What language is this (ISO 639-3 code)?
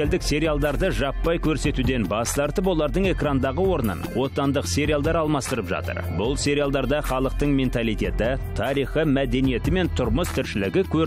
kaz